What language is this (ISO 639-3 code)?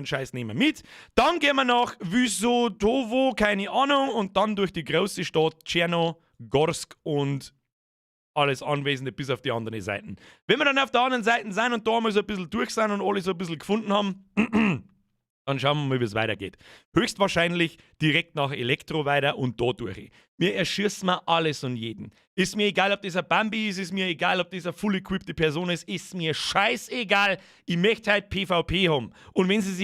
bar